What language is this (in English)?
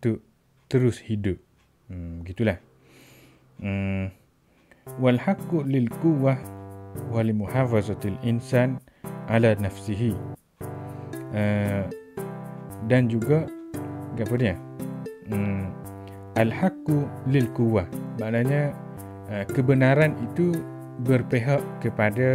Malay